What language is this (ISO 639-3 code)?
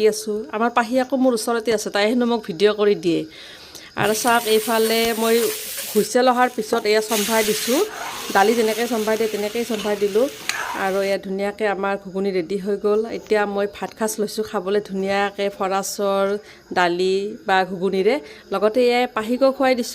asm